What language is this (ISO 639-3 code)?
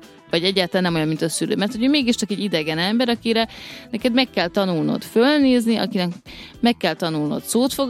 hun